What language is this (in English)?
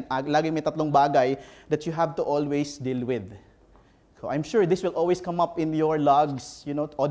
Filipino